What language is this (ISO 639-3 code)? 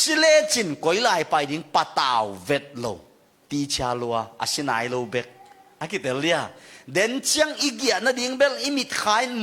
ctd